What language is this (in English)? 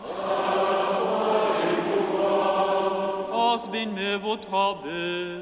Upper Sorbian